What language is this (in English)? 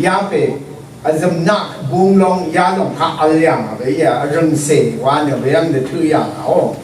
Rawang